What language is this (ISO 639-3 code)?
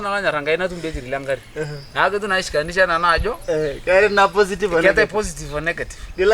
mas